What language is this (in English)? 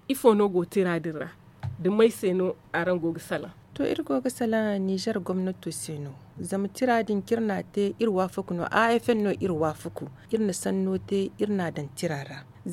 Zarma